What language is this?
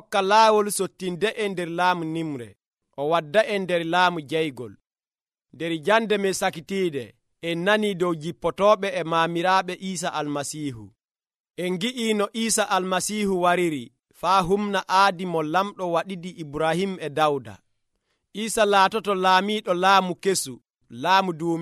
Nigerian Fulfulde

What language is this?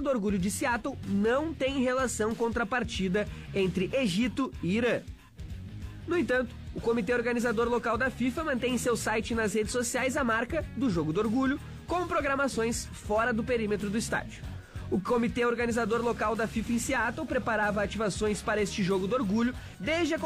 Portuguese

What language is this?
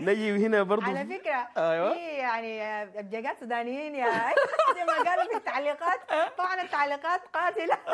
Sudanese Arabic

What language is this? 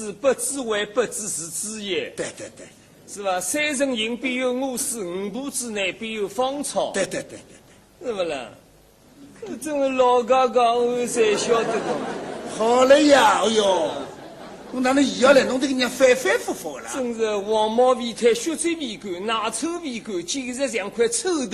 Wu Chinese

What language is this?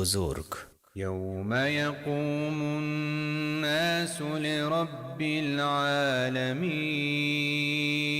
Tajik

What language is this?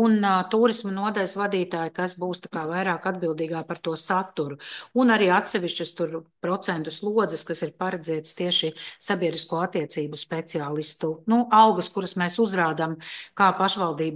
Latvian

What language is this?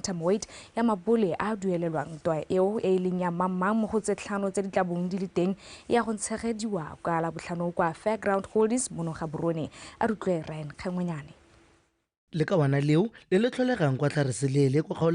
Tswana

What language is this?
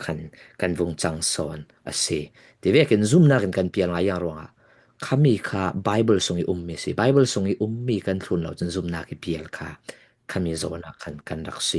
Falam Chin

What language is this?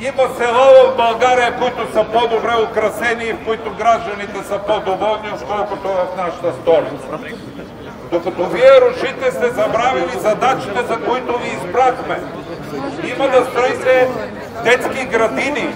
Bulgarian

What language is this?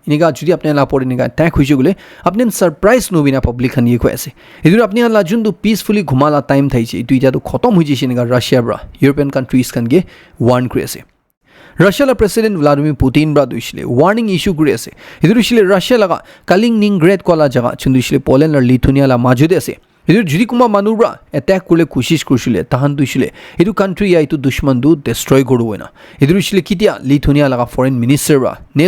Naga Pidgin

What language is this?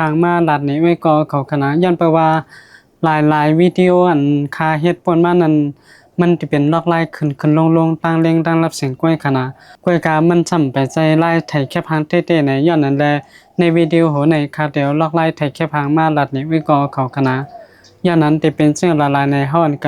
Shan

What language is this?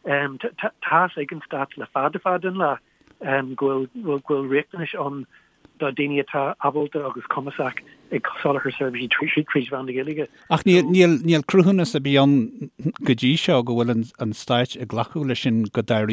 Irish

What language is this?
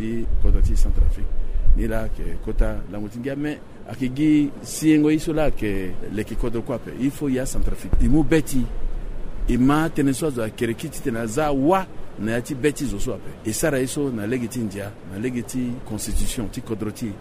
Sango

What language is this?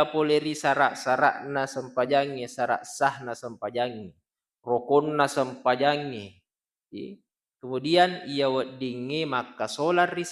Buginese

